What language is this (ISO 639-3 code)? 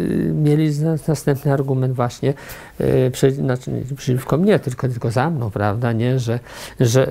pol